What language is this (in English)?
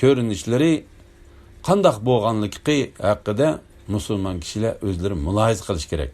Uyghur